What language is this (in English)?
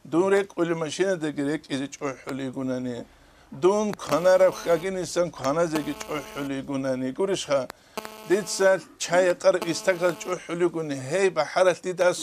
Avaric